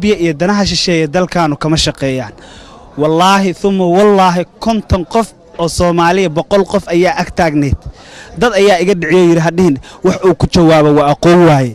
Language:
Somali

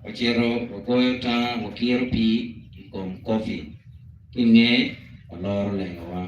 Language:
Acoli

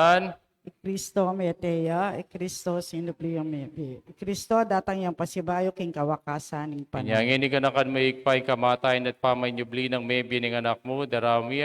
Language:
Pampanga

